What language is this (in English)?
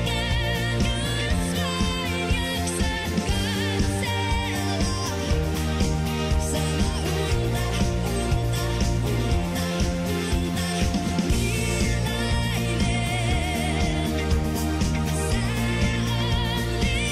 Finnish